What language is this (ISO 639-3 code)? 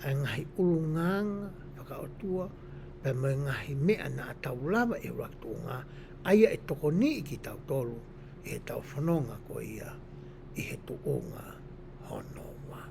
ton